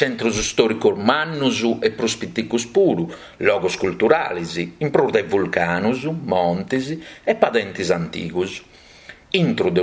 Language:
Sardinian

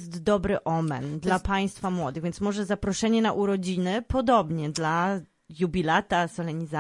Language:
Polish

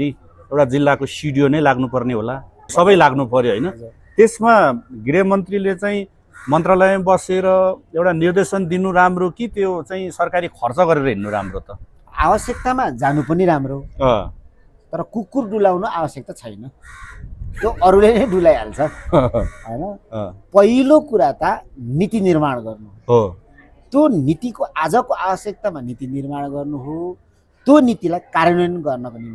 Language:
Nepali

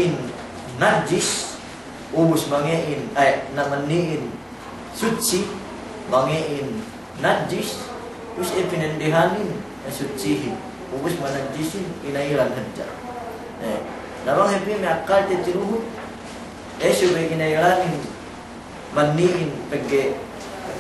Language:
Yakan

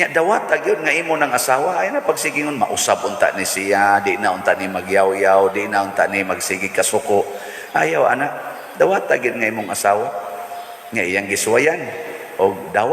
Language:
Cebuano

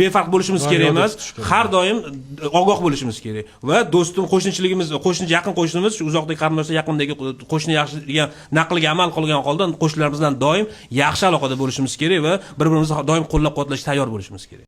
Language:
Uzbek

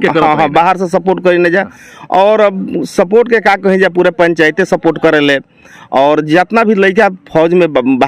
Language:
Bhojpuri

